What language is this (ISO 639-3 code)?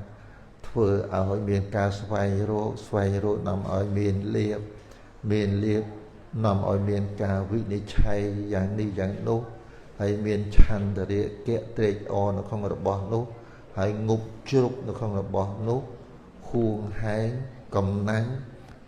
khm